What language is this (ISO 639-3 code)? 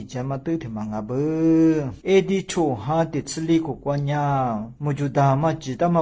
lis